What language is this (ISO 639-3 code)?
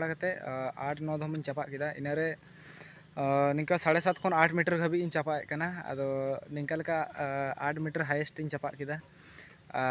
sat